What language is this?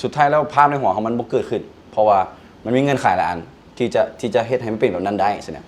Lao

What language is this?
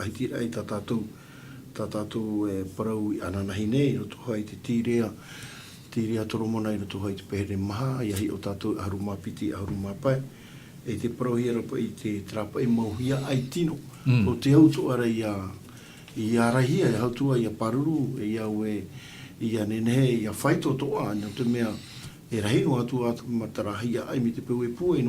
Tahitian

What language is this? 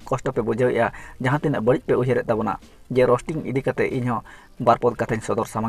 Santali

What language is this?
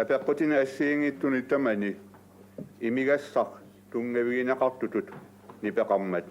Kalaallisut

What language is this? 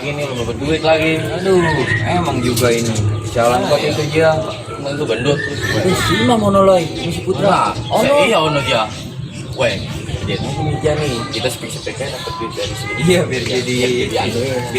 Betawi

